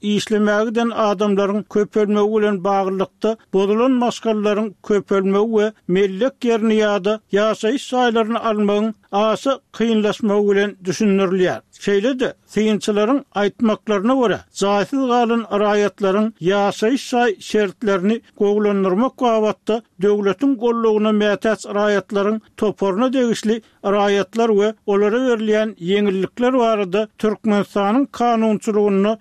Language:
Turkmen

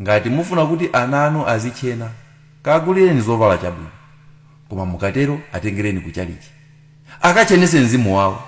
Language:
Nyanja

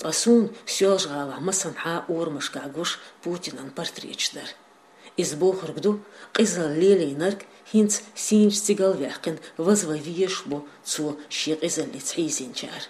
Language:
Chechen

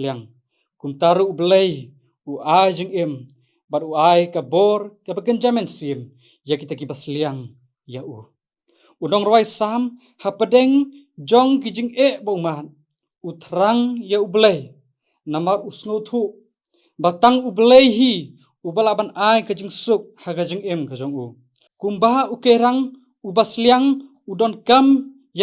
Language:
Khasi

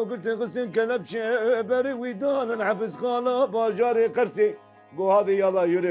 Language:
Kurdish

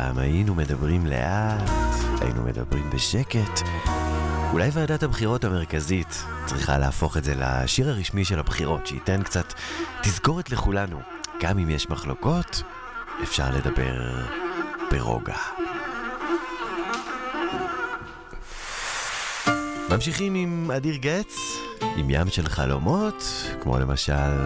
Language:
Hebrew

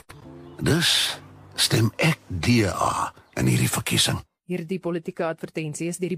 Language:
Afrikaans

